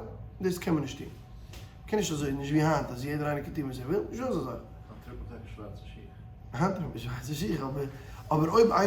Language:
Yiddish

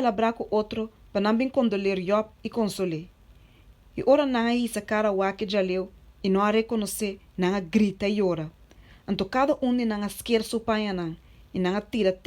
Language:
Papiamento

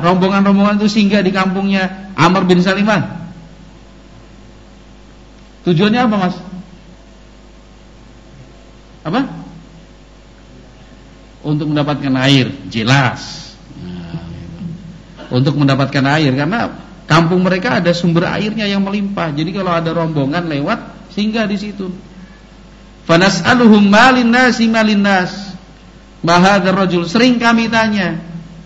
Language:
Indonesian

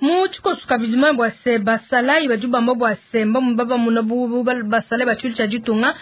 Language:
Luba-Lulua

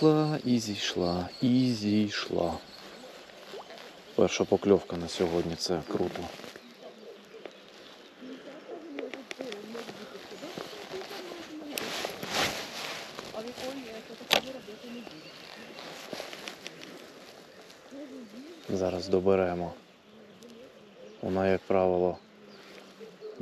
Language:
Ukrainian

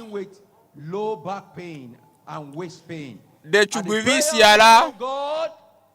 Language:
Ewe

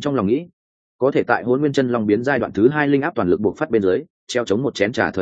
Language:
Vietnamese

